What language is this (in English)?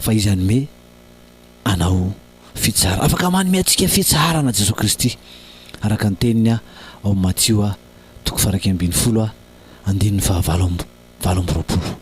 Malagasy